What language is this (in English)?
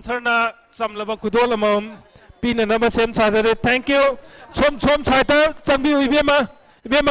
Manipuri